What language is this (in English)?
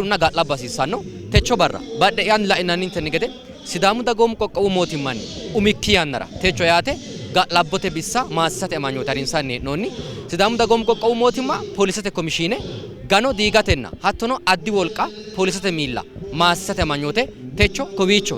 Sidamo